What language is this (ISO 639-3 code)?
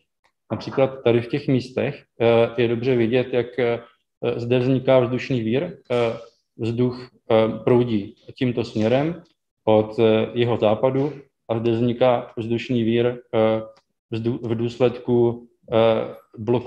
ces